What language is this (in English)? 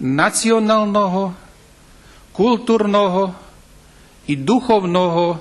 Rusyn